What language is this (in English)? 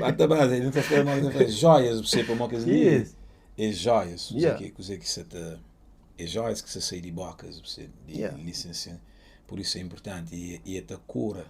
Kabuverdianu